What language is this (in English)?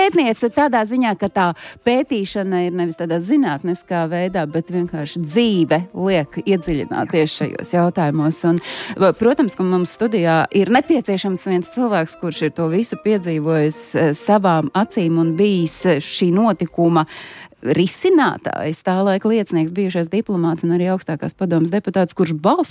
Latvian